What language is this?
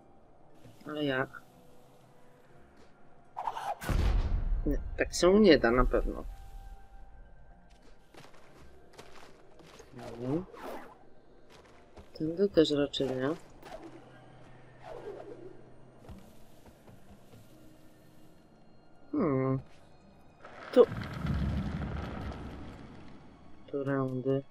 Polish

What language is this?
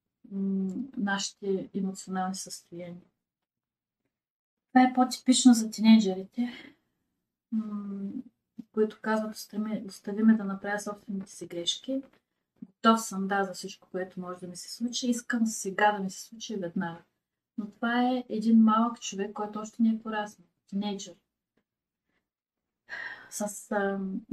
Bulgarian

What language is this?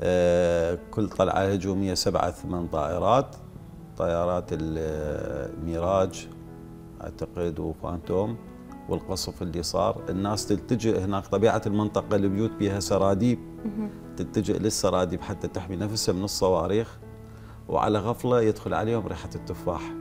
Mesopotamian Arabic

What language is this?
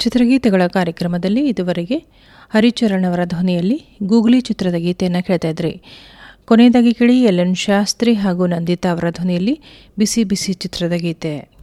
Kannada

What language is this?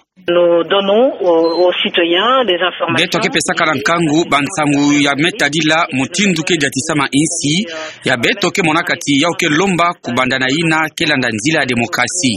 Kituba (Democratic Republic of Congo)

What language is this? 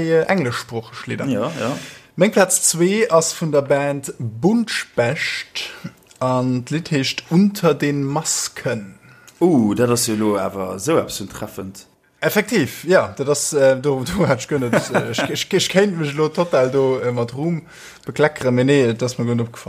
Luxembourgish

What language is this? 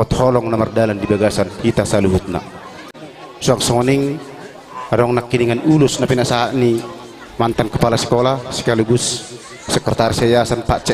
Batak Toba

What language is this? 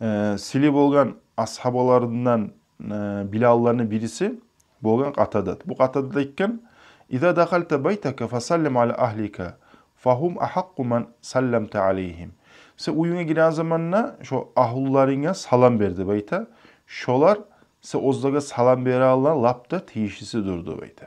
Kumyk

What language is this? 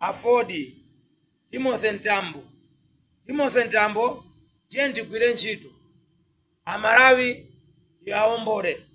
Nyanja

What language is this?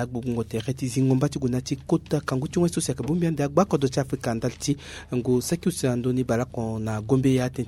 Sango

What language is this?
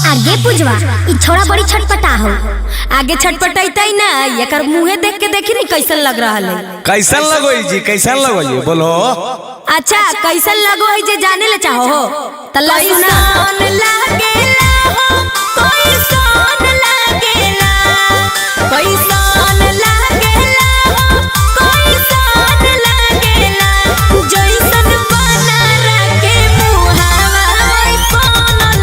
Magahi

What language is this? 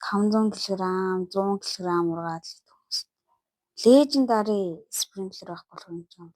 Mongolian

